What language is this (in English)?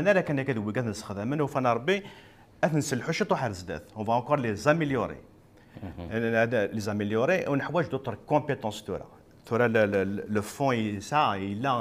Kabyle